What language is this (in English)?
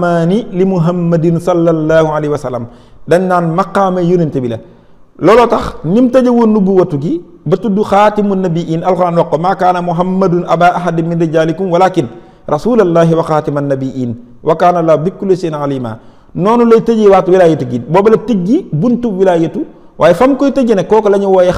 Wolof